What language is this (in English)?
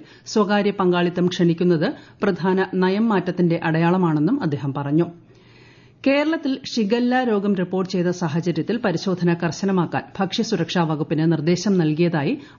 Malayalam